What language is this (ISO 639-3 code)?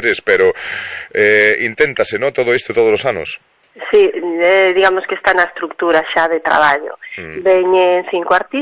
glg